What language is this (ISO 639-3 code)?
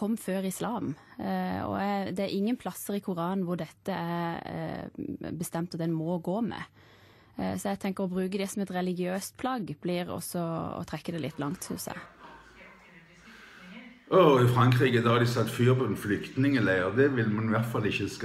nor